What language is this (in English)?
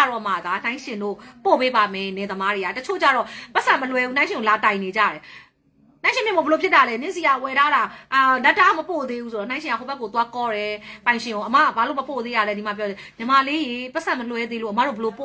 Burmese